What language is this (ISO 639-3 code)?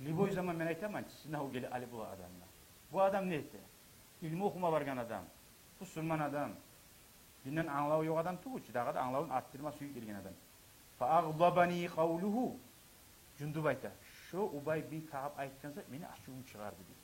kum